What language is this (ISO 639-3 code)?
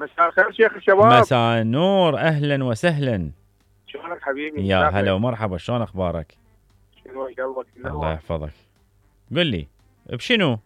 acm